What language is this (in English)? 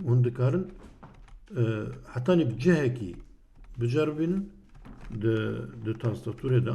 Kurdish